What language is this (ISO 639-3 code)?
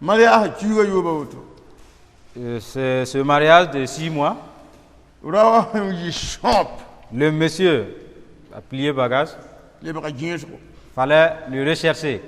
mos